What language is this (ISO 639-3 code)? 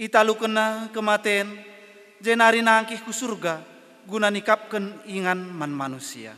btx